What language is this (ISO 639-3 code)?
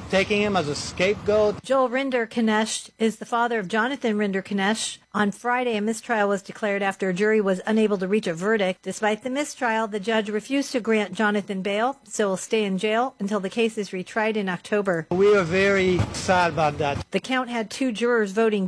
eng